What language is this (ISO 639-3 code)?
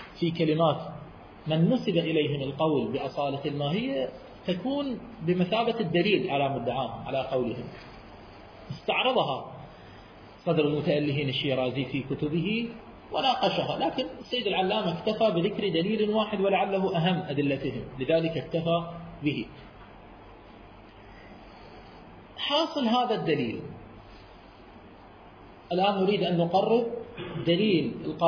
ara